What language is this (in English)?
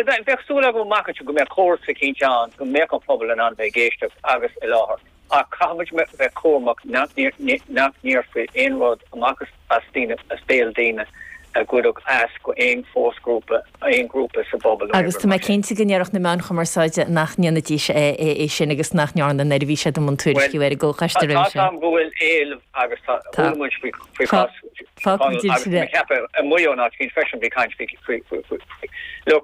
Irish